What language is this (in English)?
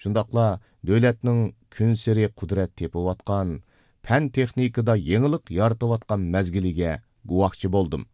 Uyghur